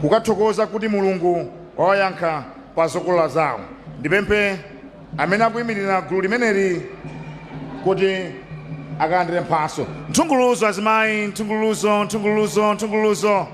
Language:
Nyanja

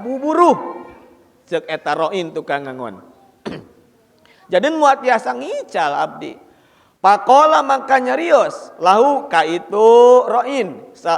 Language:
Sundanese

